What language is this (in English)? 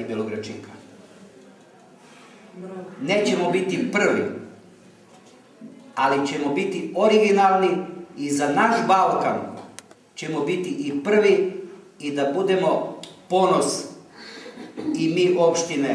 Serbian